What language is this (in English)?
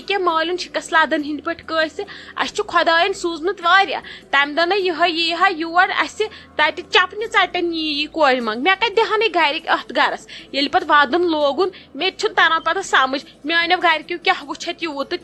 Kashmiri